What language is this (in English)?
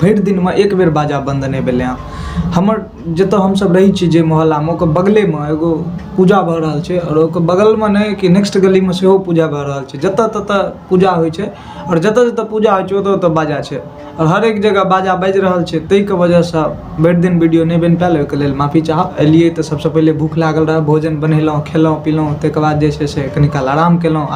Maithili